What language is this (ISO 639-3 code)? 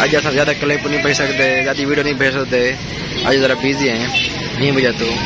skr